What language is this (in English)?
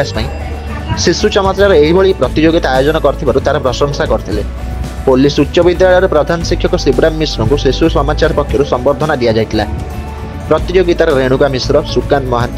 Odia